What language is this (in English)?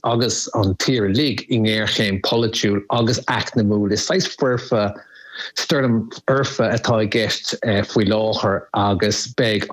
Irish